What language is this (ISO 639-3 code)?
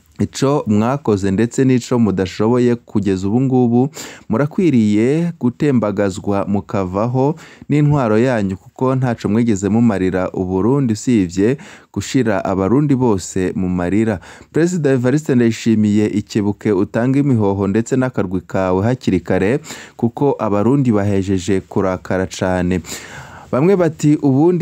run